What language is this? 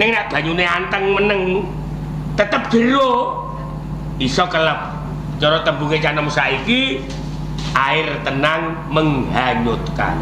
Javanese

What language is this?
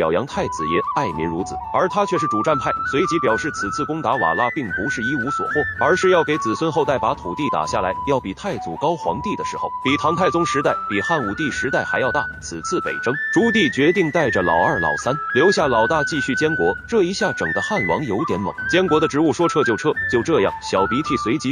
Chinese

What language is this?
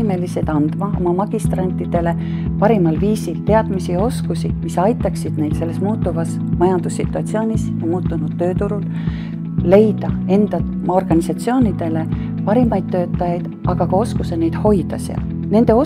Estonian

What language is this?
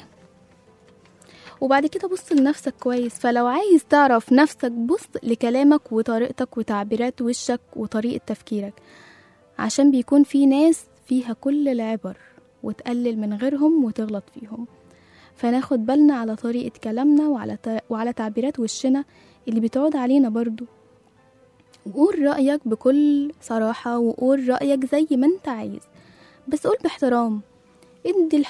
Egyptian Arabic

